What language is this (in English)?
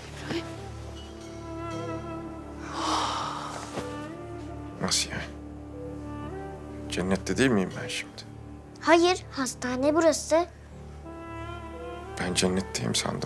Turkish